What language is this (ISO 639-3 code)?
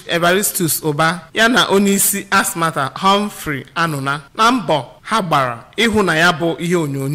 ibo